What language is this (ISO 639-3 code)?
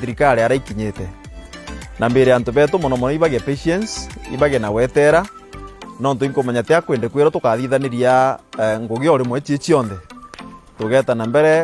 mer